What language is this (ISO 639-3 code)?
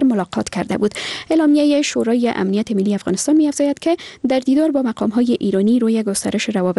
fas